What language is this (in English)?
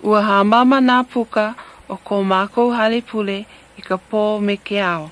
Hawaiian